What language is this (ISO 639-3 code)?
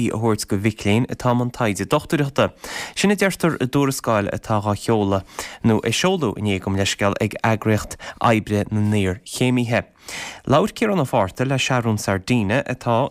gle